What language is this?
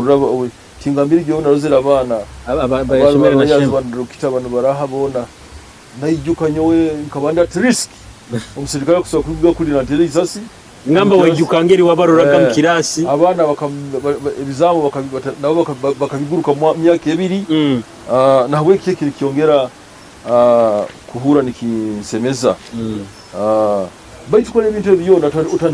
Nyoro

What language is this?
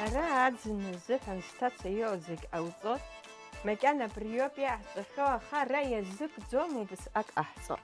Abkhazian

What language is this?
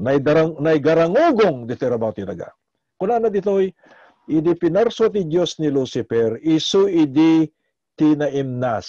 Iloko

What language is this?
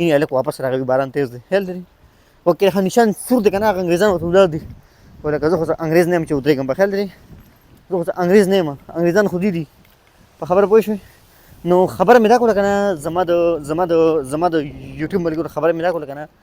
Pashto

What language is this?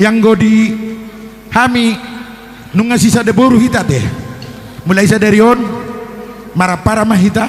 Batak Toba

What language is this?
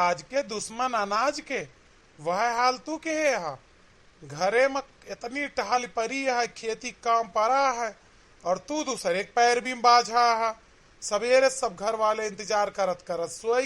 Awadhi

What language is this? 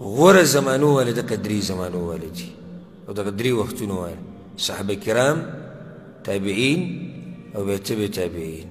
Pashto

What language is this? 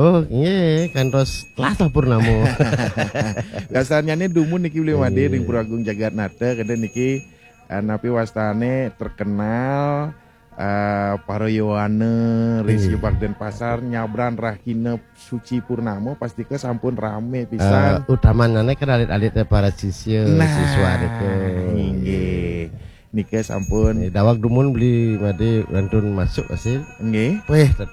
Balinese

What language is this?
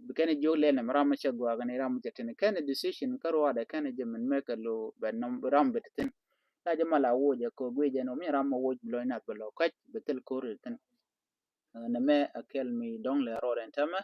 Nuer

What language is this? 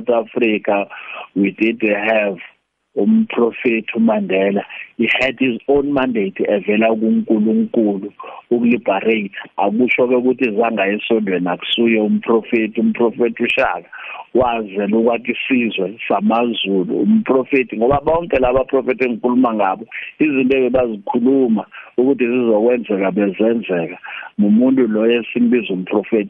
South Ndebele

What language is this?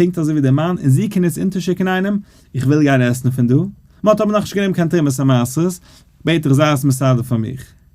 Yiddish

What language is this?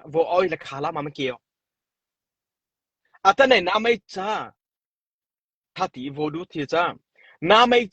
Mara Chin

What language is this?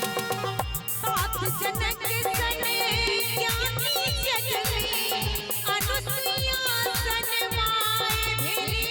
Maithili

